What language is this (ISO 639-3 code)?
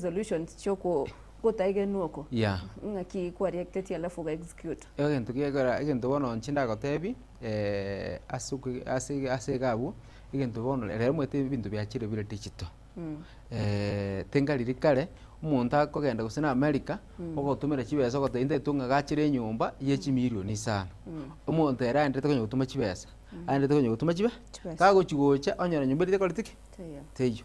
guz